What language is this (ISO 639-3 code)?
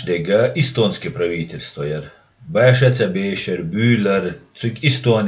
che